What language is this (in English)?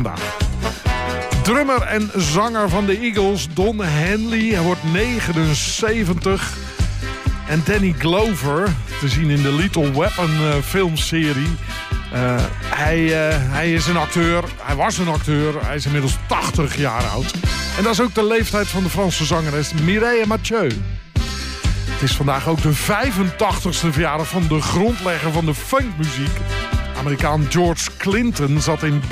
Dutch